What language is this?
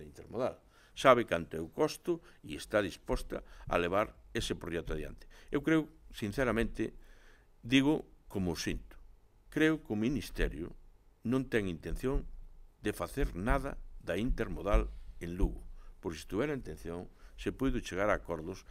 Galician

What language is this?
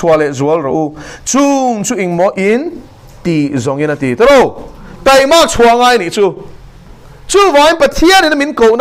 Mizo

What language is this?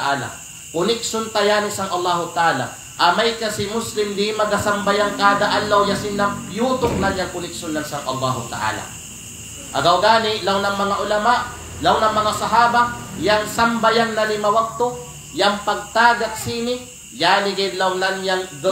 Kalagan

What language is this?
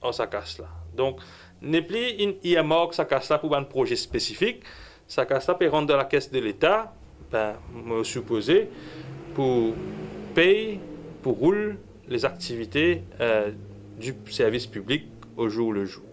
Morisyen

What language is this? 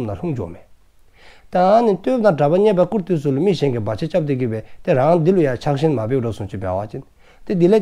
Dzongkha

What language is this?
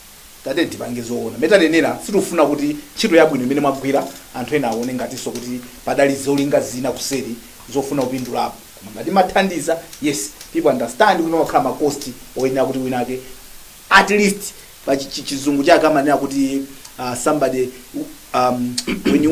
Nyanja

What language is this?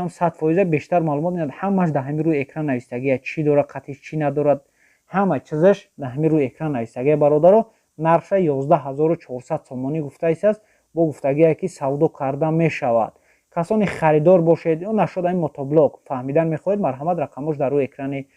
Tajik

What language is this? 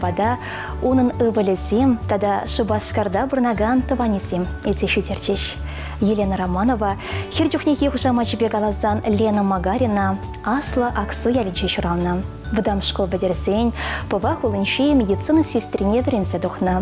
Chuvash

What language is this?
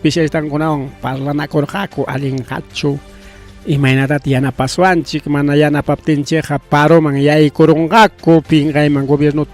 Ayacucho Quechua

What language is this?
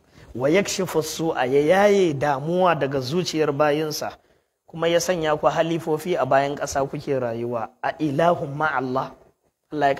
Hausa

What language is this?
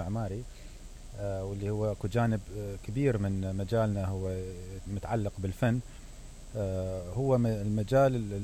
Mesopotamian Arabic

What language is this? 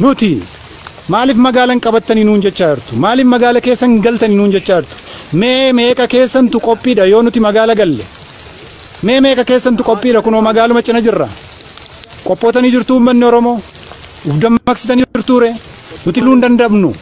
Oromo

